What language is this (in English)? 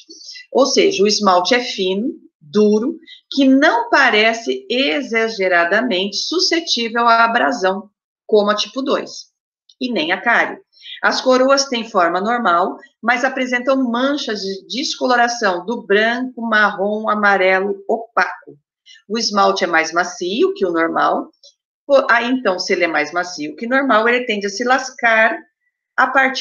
Portuguese